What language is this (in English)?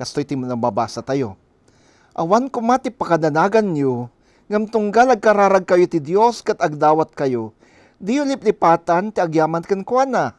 Iloko